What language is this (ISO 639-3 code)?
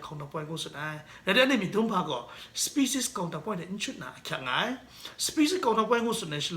kac